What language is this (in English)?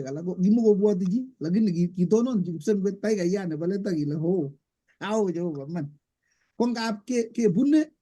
Kalenjin